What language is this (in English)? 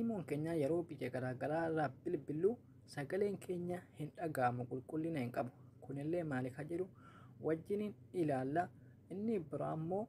Oromo